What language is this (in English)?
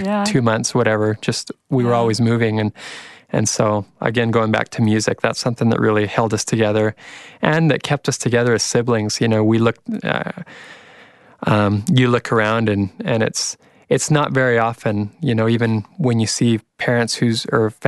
English